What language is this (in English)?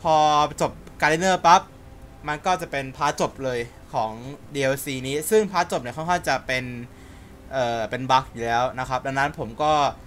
Thai